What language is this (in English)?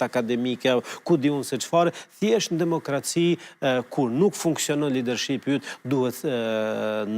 Albanian